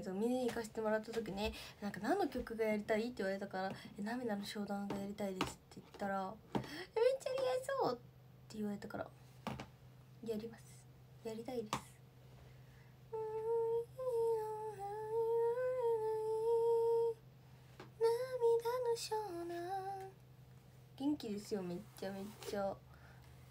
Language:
Japanese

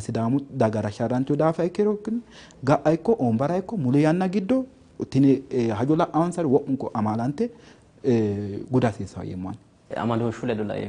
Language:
Sidamo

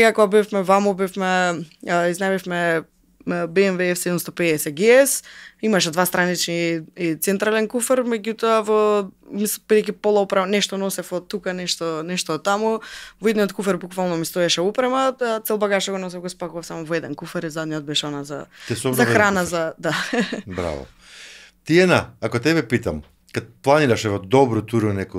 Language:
Macedonian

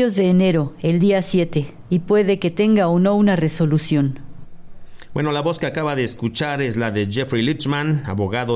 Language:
Spanish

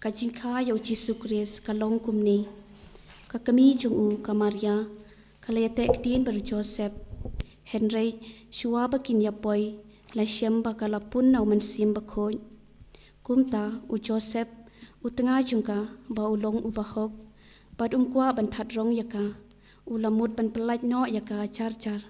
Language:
Khasi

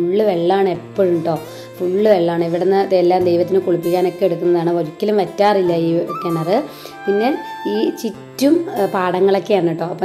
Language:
Malayalam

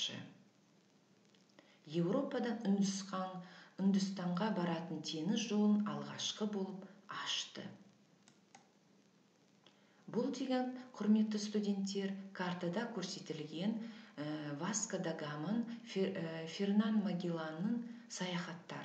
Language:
Kazakh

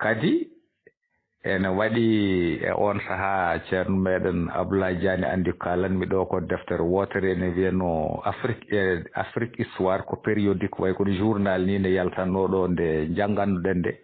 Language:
Fula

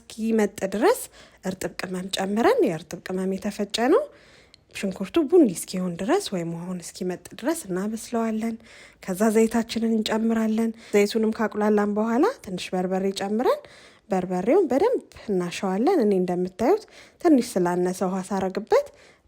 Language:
Amharic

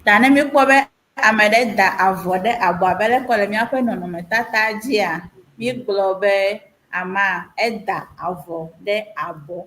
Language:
Ewe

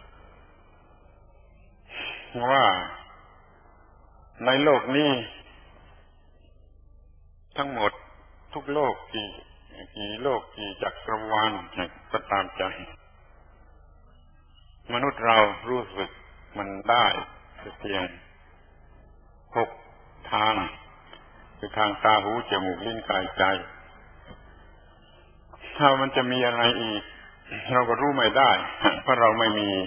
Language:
Thai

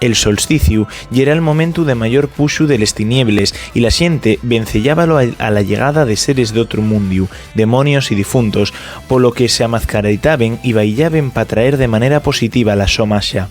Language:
Asturian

